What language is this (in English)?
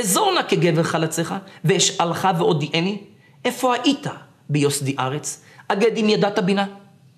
Hebrew